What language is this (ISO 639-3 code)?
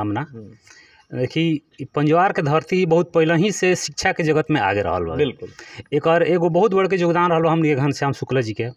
bho